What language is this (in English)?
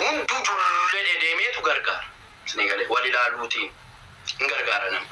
Oromo